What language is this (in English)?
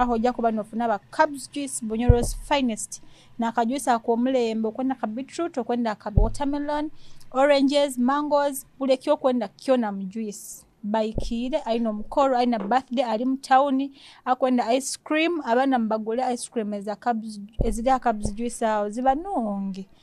Nyoro